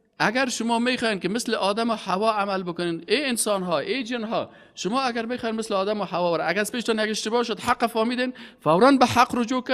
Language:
Persian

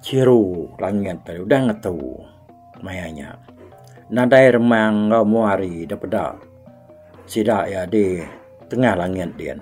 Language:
Iban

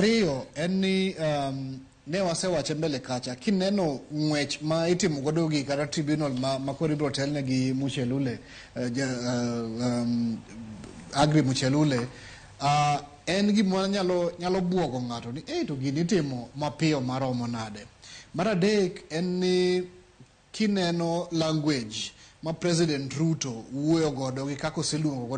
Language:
Luo (Kenya and Tanzania)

